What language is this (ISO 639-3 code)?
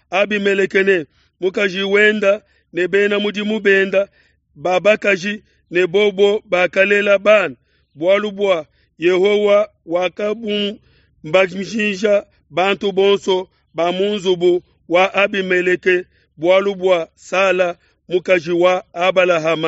lua